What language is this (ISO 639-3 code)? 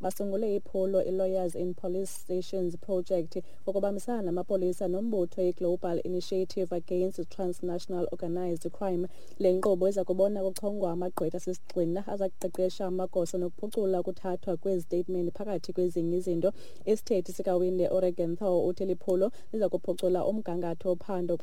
xho